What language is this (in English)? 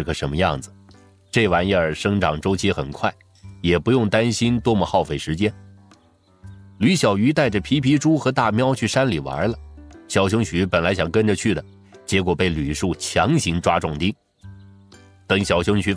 Chinese